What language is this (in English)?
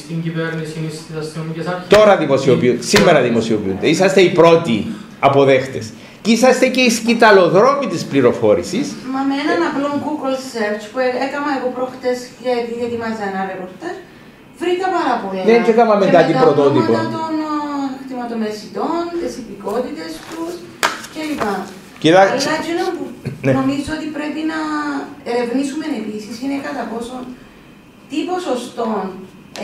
Greek